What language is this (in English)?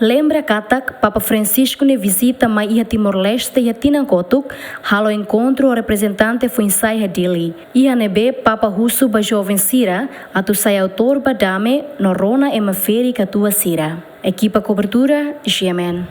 Tetum